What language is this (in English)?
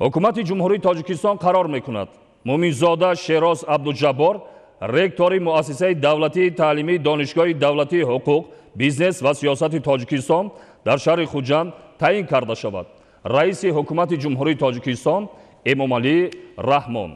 Tajik